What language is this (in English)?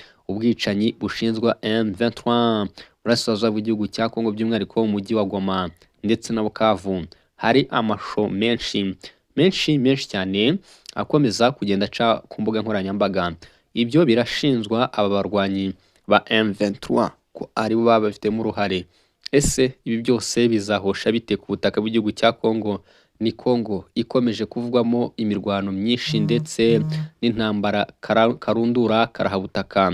Kinyarwanda